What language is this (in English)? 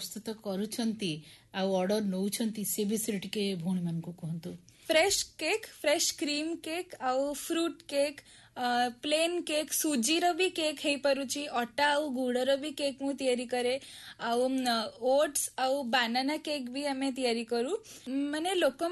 Odia